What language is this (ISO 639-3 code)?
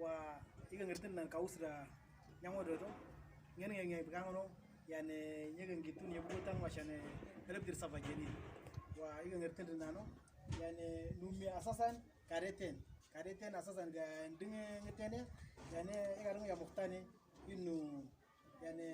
mor